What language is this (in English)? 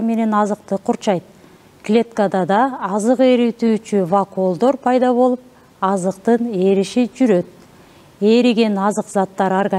Kyrgyz